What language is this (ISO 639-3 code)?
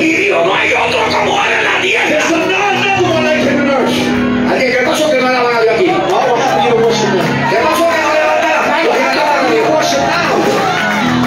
spa